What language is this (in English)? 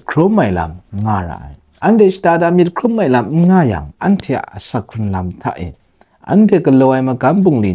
Kachin